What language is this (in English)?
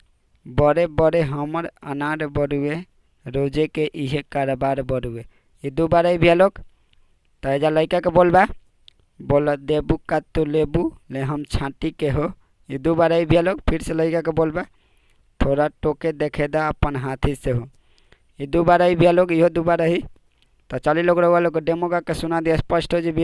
Bhojpuri